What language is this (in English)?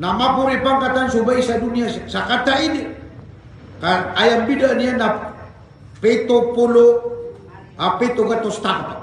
Maranao